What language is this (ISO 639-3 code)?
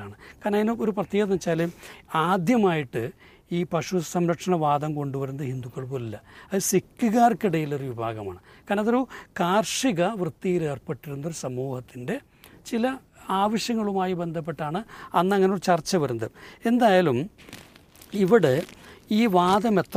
mal